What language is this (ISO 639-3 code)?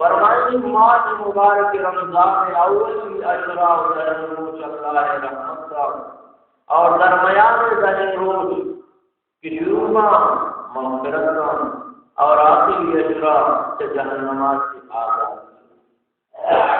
bal